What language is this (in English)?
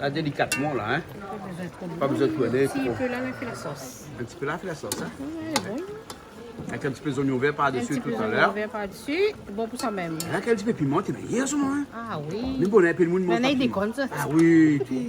Réunion Creole French